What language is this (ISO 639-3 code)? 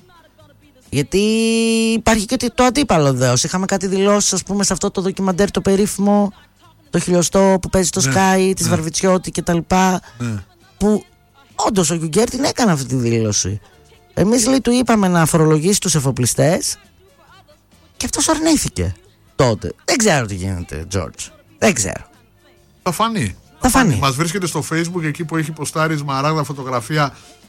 ell